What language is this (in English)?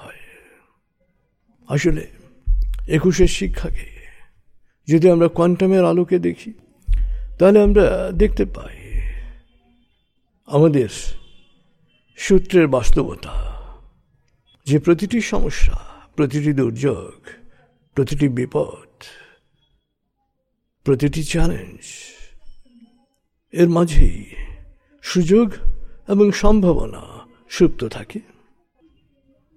Bangla